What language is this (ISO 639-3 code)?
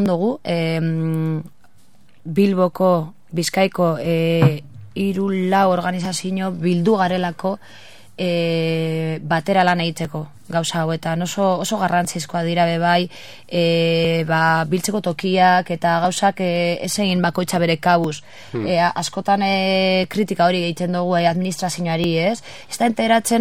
eus